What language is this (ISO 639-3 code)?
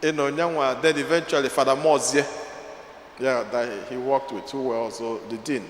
ibo